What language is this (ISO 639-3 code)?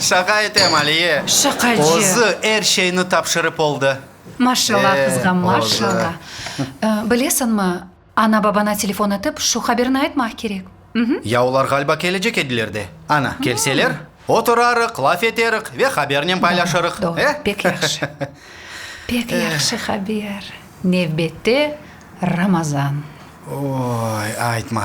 crh